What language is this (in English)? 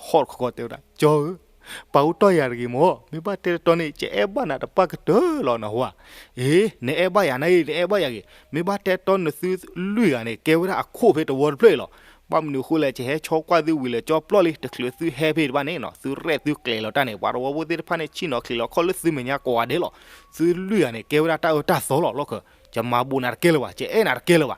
S'gaw Karen